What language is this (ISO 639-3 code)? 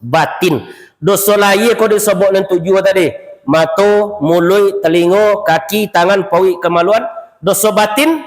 min